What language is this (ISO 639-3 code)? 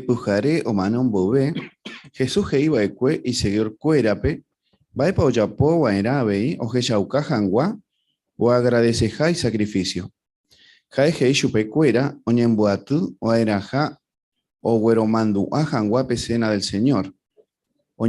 grn